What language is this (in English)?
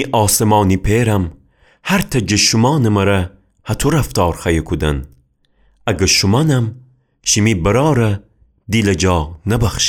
Gilaki